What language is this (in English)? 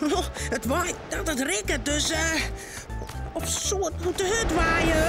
Western Frisian